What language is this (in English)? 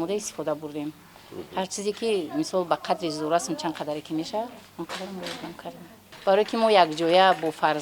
Tajik